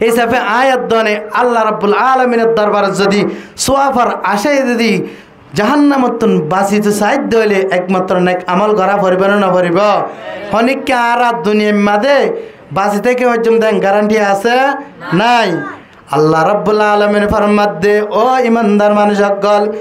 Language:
Rohingya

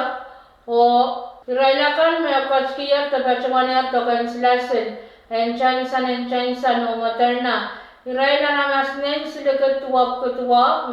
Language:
Pohnpeian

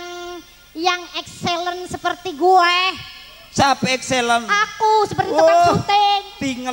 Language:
Madurese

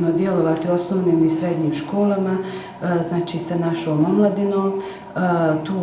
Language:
Bosnian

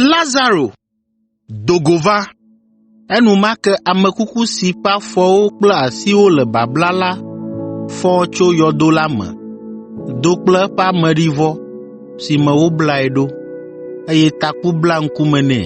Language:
Ewe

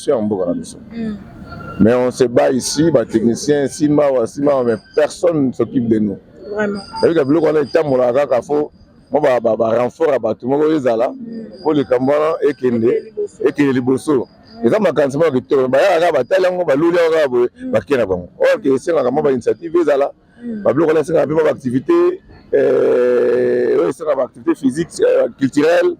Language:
Lingala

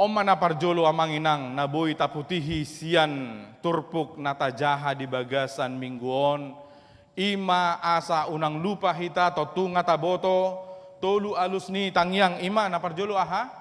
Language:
Batak Toba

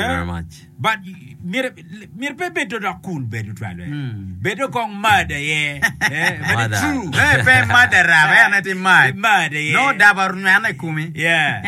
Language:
Acoli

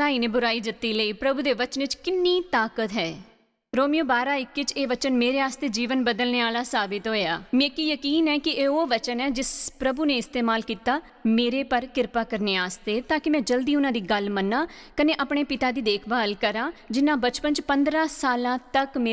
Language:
Dogri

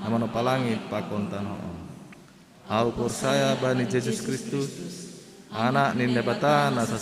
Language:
Batak Simalungun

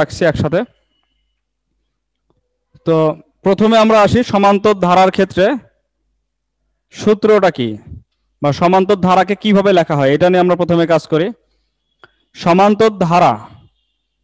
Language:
Bangla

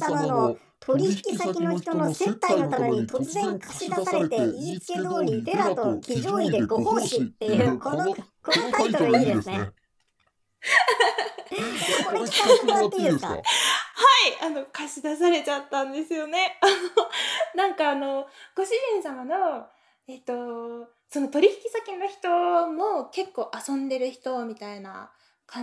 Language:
Japanese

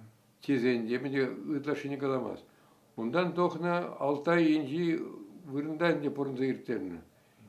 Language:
Chuvash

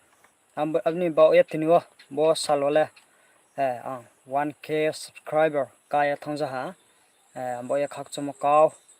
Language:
Riang (India)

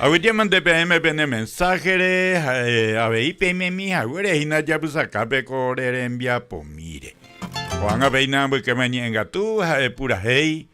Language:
Guarani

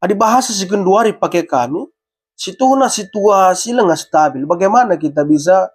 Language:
Batak Karo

